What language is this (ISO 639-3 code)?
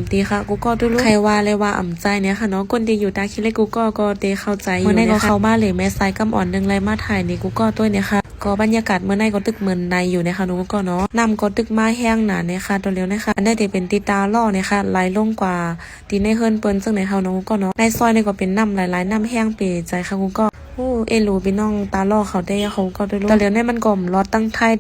shn